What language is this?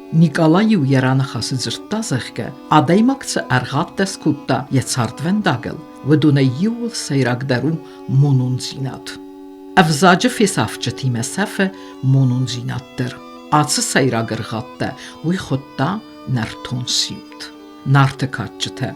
Ossetic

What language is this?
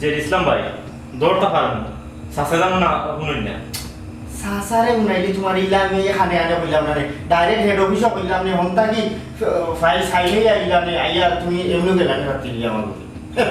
Sylheti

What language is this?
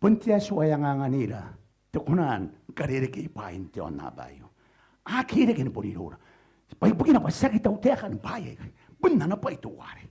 Gilbertese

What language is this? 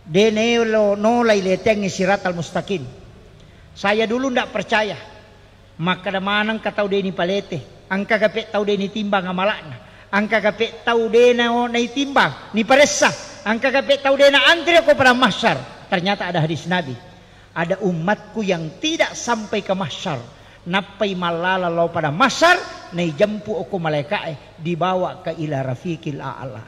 Buginese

